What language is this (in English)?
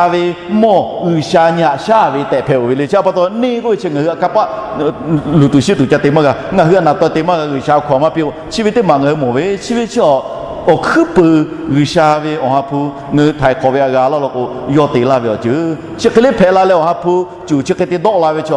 Lahu